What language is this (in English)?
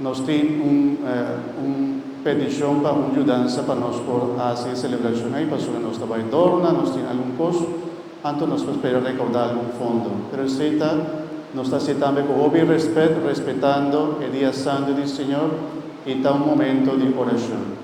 Papiamento